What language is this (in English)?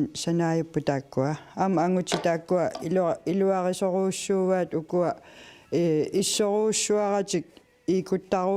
Kalaallisut